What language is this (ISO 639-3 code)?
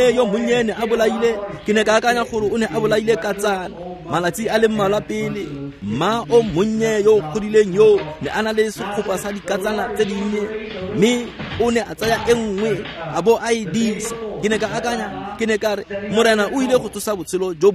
tsn